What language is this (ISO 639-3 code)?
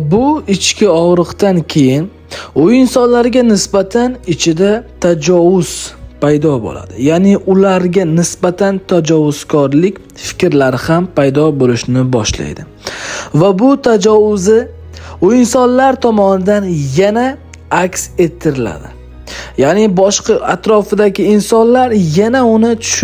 uzb